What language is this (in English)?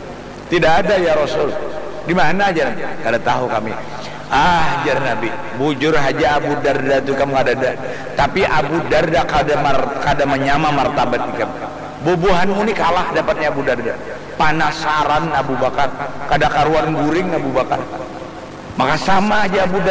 Banjar